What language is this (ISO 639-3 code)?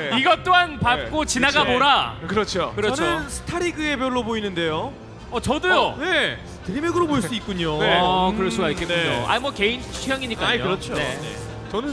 kor